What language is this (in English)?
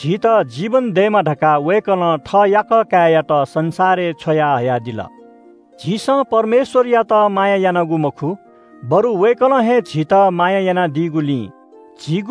Newari